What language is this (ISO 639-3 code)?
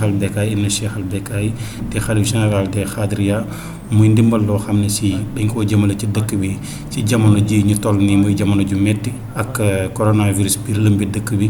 wol